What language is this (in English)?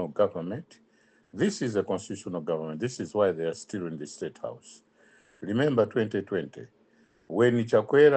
English